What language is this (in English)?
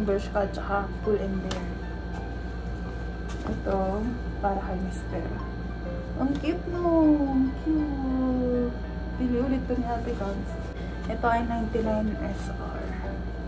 Filipino